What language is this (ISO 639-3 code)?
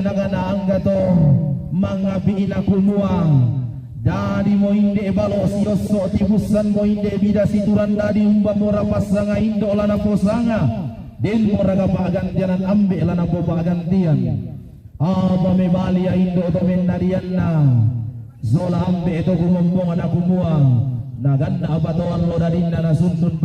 sda